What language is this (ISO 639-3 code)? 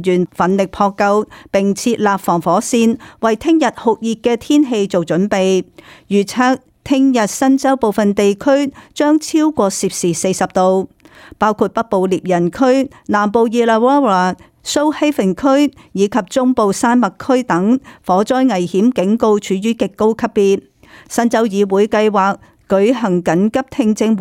yue